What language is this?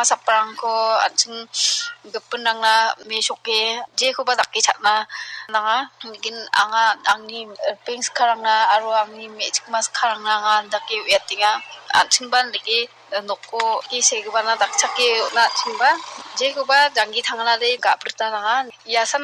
Garo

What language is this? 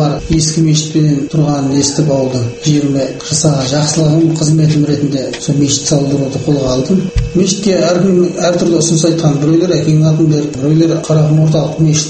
Kazakh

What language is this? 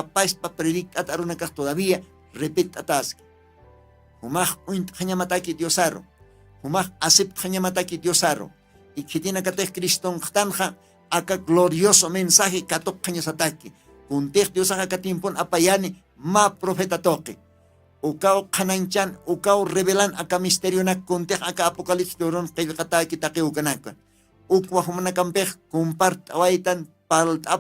Aymara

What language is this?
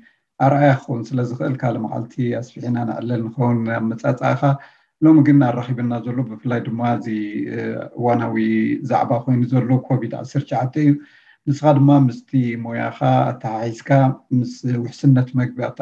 Tigrinya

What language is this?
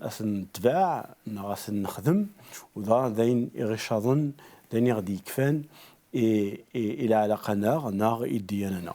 Kabyle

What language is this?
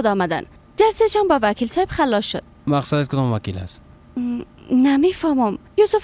Persian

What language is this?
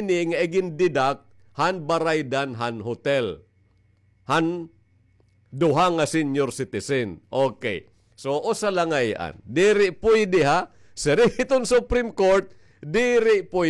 Waray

